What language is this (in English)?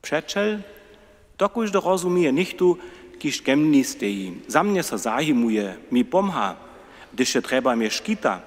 Upper Sorbian